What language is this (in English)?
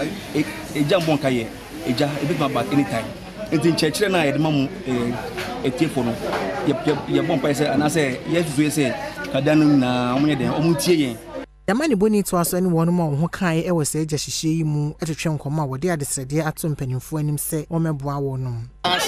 Akan